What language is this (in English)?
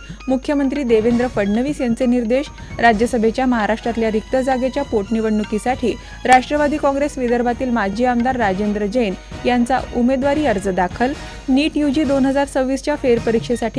Marathi